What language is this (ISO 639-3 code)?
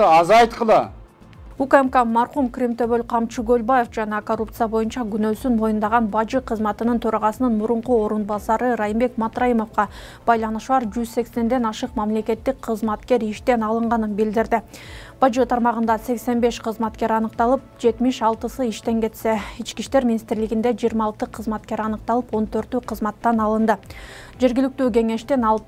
kir